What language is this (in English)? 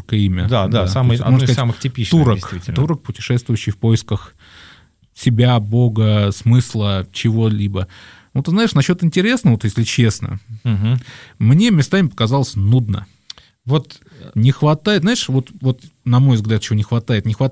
Russian